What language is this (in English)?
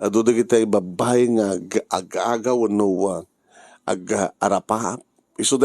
Iloko